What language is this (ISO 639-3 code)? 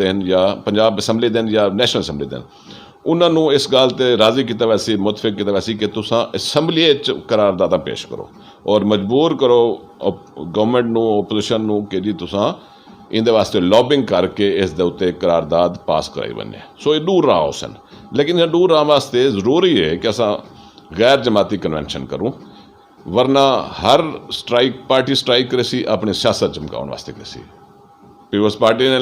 skr